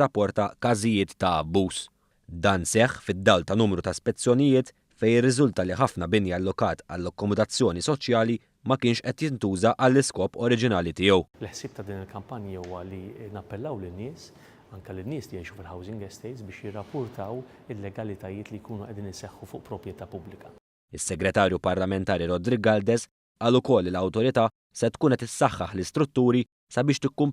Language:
Maltese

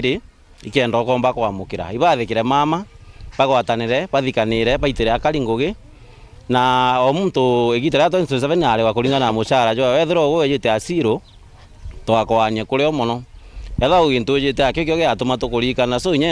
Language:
Meru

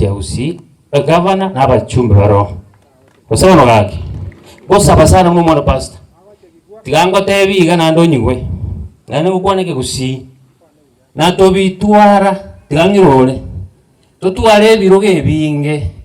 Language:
Gusii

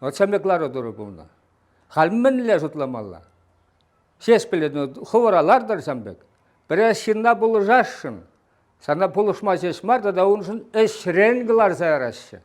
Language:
Chuvash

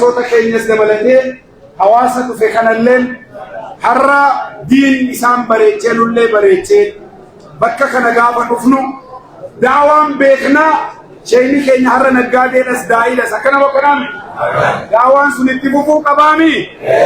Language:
Oromo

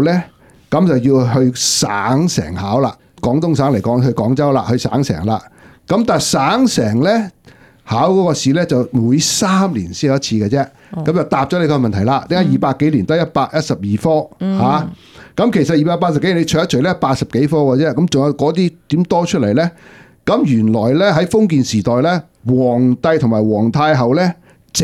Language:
Cantonese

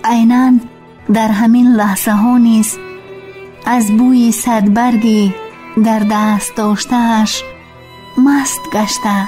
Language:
Tajik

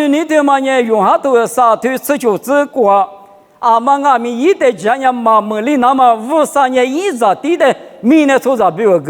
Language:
Lisu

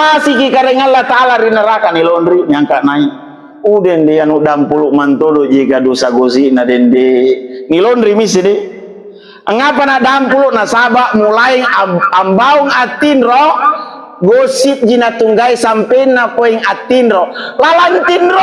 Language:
Makasar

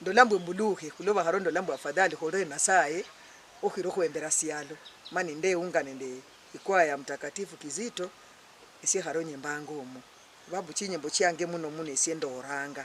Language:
Luyia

